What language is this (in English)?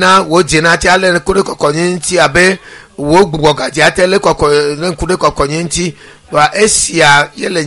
Ewe